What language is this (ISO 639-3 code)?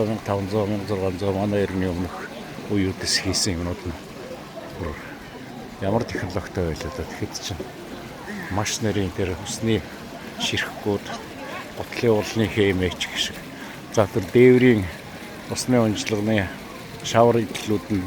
mon